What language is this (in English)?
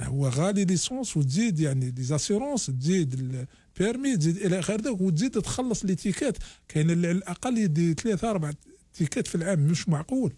Algerian Arabic